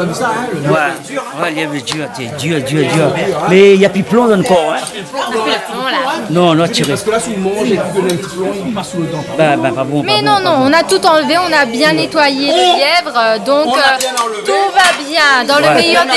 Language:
Réunion Creole French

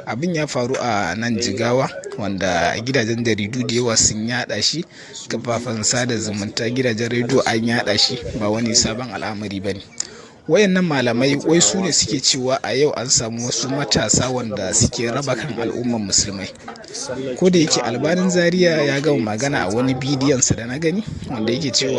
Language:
Hausa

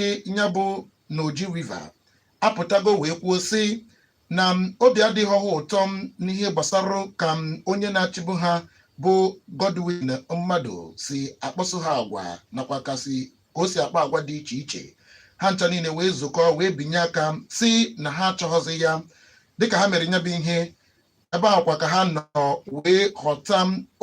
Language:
Igbo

